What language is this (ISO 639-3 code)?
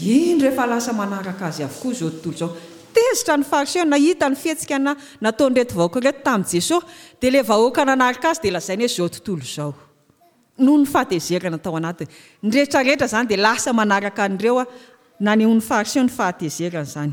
mlg